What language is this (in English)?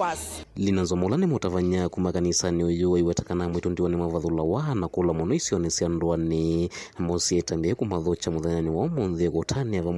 Kamba